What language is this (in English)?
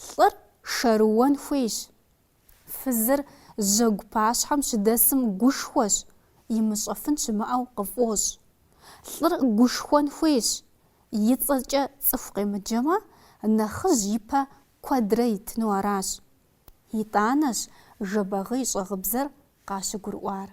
Kabardian